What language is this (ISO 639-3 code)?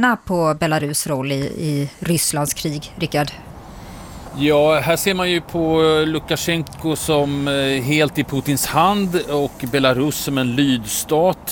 swe